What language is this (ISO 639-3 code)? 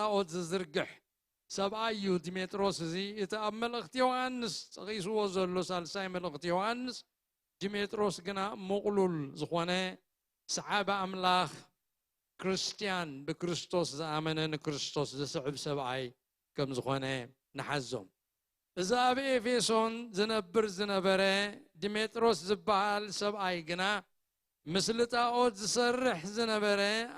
tir